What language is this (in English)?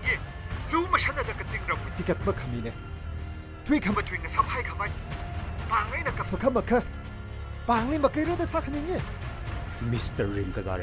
Tangkhul Naga (India)